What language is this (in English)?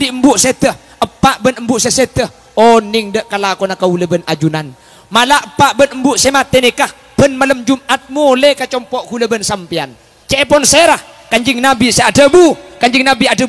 Madurese